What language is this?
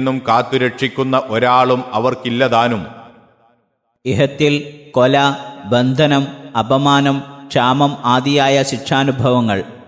Malayalam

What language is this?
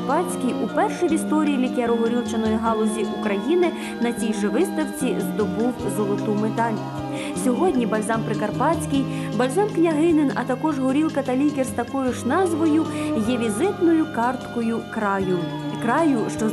Ukrainian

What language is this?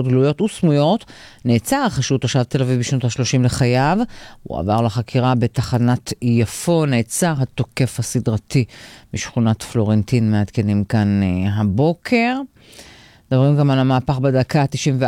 Hebrew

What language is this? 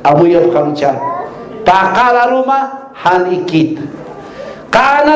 Aymara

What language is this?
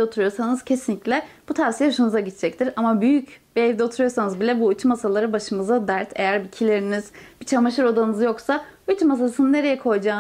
Turkish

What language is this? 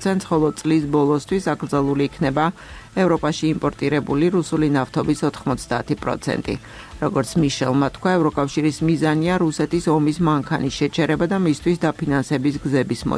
Georgian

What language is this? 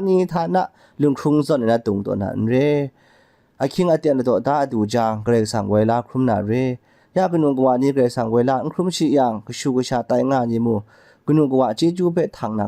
Kachin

